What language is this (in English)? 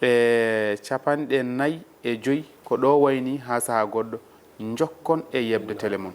Fula